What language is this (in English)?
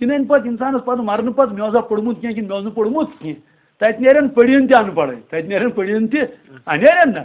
Kashmiri